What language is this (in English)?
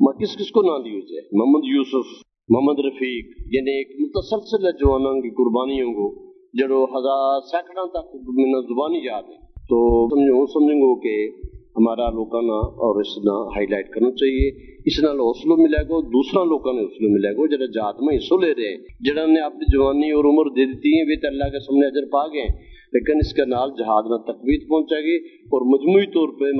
Gujari